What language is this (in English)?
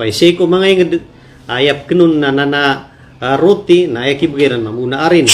Maranao